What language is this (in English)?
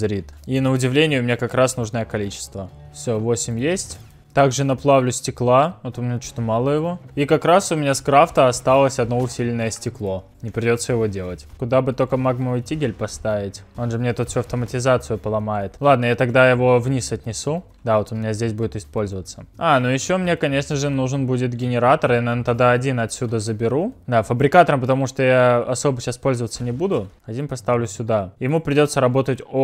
Russian